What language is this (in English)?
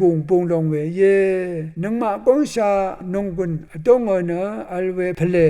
Rawang